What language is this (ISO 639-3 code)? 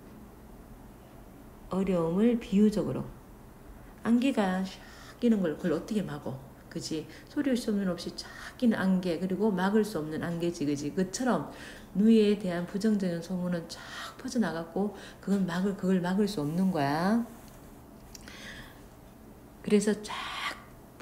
kor